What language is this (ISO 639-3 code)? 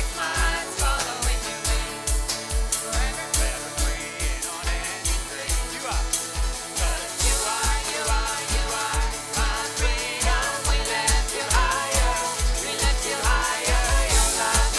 pdt